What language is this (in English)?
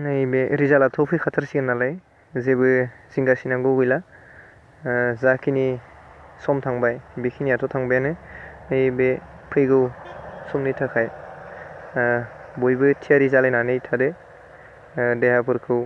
Bodo